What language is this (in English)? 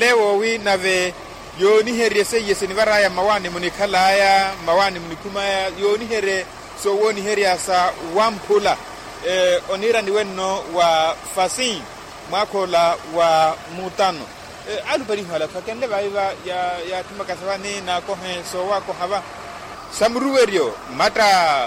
Makhuwa